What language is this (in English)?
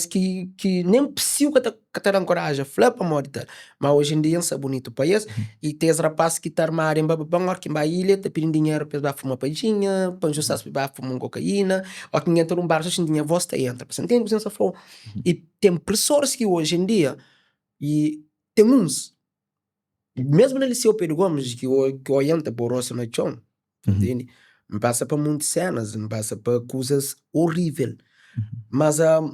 Kabuverdianu